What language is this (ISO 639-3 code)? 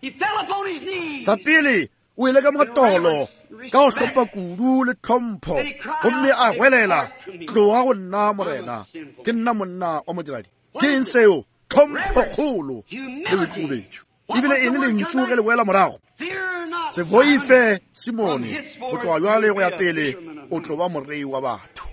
nso